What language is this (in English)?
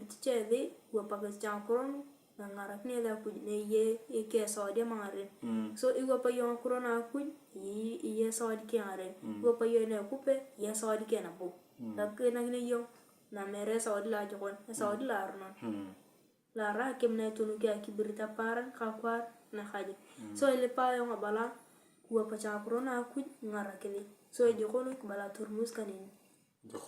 Turkana